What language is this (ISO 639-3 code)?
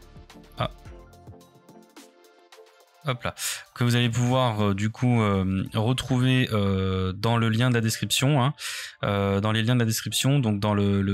fra